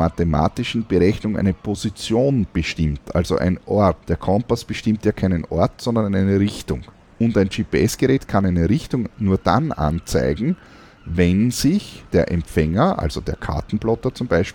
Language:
German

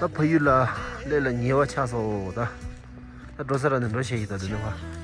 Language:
Tibetan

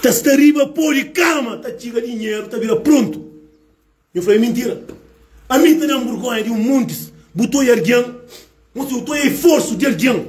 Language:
Kabuverdianu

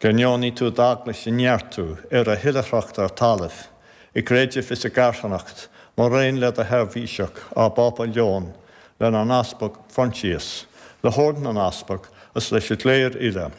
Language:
Irish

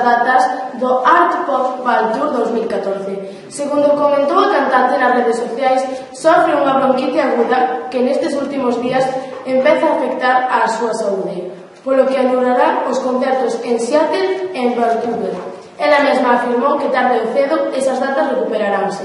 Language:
Galician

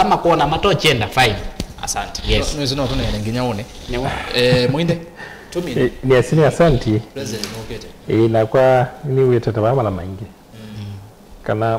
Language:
Kamba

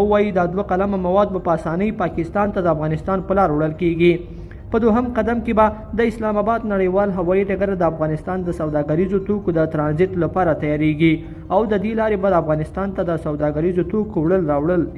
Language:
Pashto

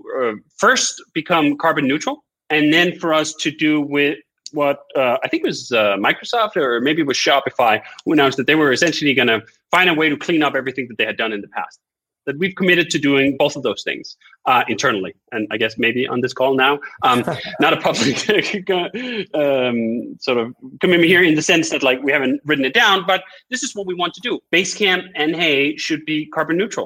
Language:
English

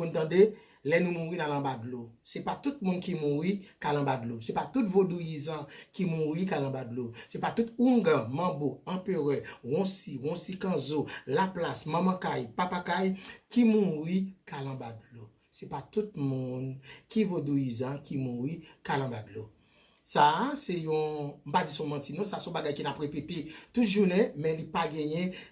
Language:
Haitian Creole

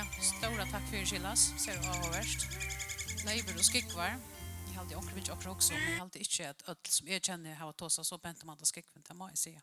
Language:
Faroese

